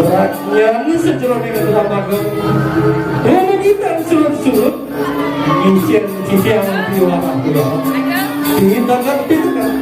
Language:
Balinese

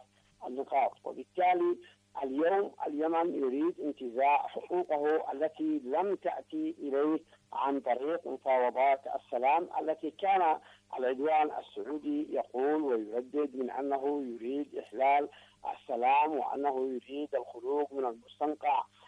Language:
Arabic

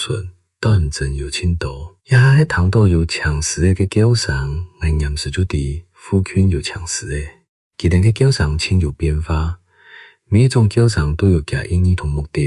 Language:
Hakka Chinese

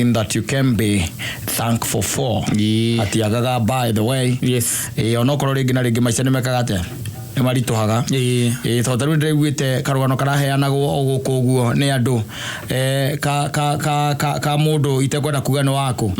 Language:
Kikuyu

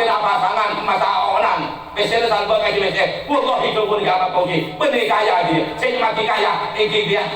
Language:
Madurese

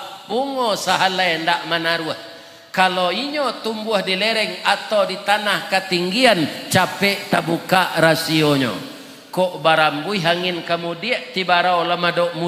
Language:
Minangkabau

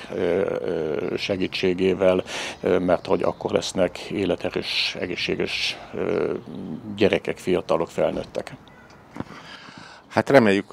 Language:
Hungarian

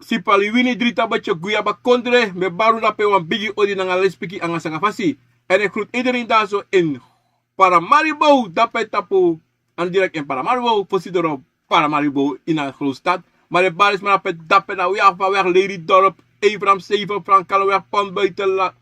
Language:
Sranan Tongo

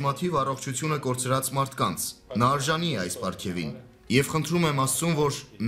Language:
Armenian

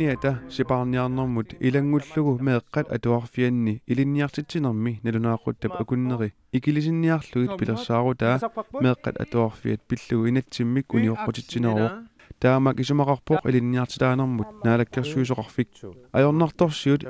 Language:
Kalaallisut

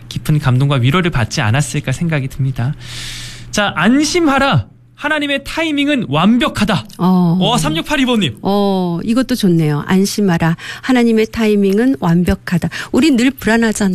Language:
Korean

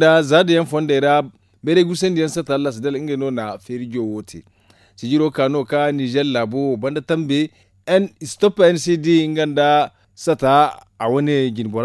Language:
Zarma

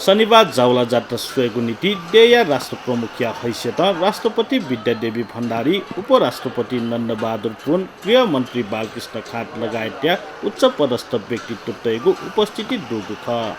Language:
Newari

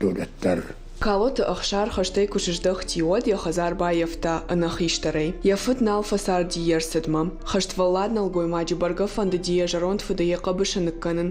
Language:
Ossetic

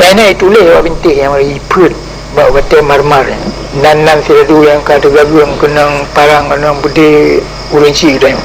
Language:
Achinese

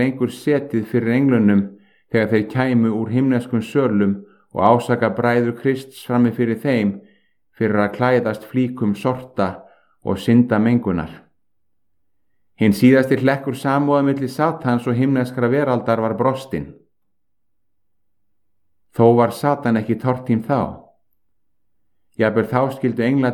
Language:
Icelandic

